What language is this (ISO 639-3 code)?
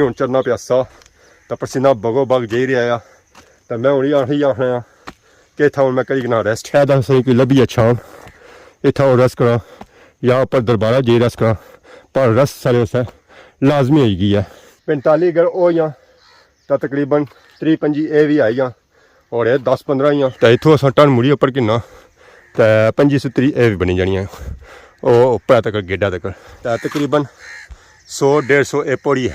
phr